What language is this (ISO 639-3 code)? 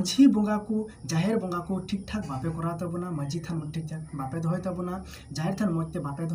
sat